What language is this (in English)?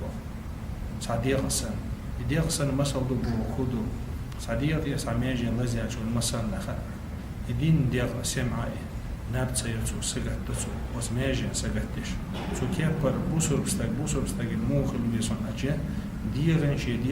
Chechen